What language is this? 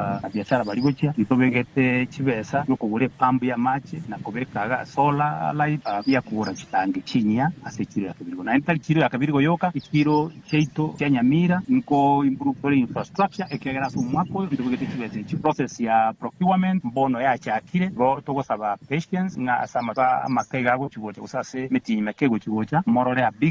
Gusii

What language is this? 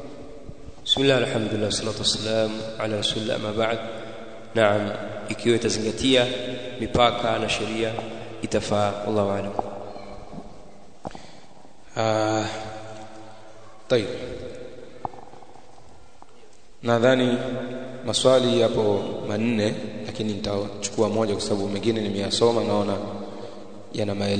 Swahili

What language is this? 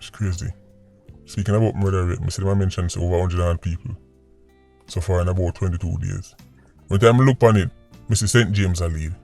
Jamaican Creole English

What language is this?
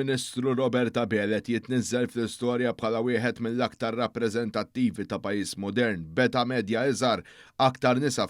Maltese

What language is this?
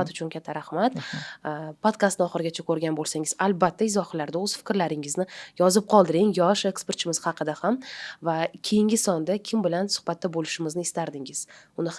Uzbek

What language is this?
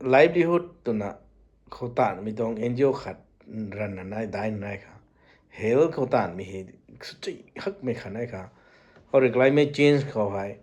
Rongmei Naga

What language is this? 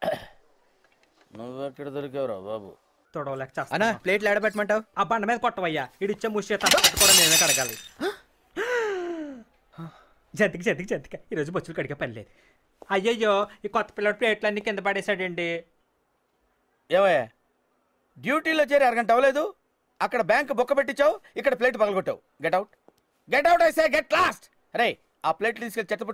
Telugu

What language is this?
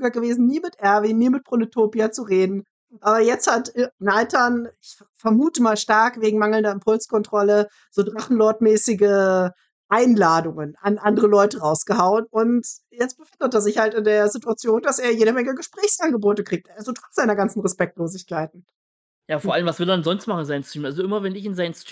German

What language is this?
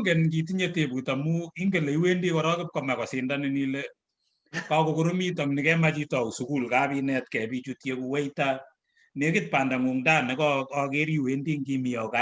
Kalenjin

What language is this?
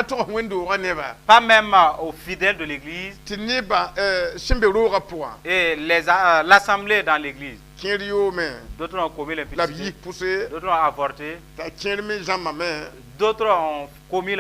Mossi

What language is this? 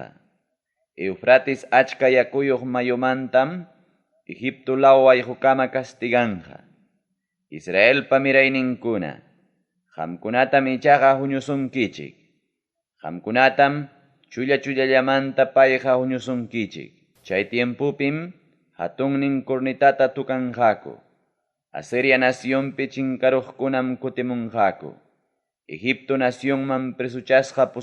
Ayacucho Quechua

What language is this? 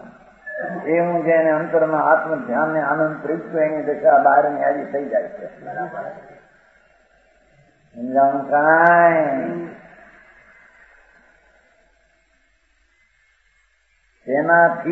Gujarati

